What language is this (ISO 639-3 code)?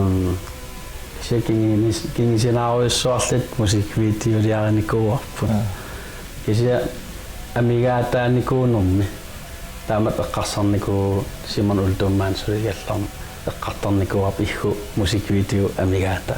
kal